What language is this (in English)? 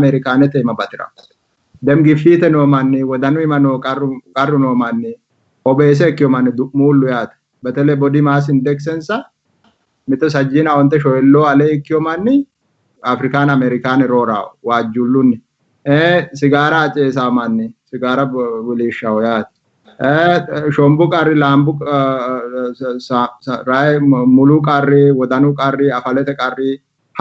Sidamo